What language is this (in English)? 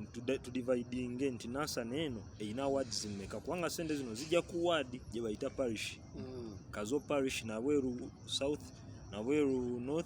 Ganda